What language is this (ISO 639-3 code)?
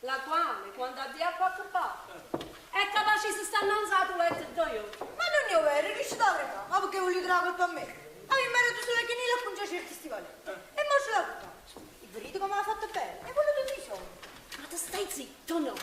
nap